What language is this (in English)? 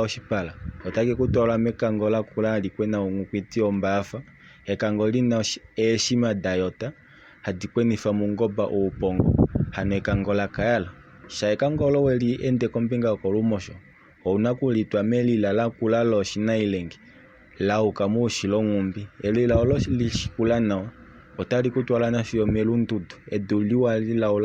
Kuanyama